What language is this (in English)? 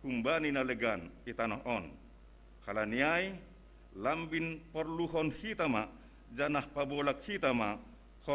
Batak Simalungun